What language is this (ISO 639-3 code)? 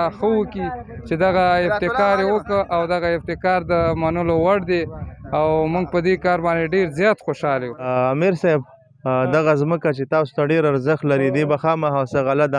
pus